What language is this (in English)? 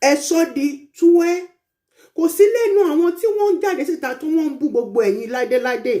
Yoruba